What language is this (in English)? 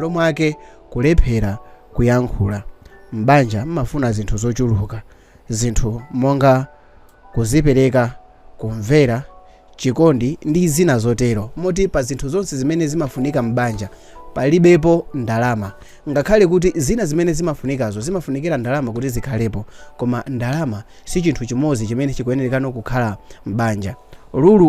Nyanja